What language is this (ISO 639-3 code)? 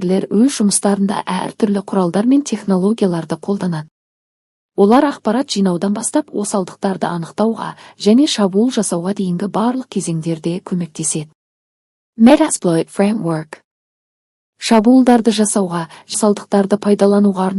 kaz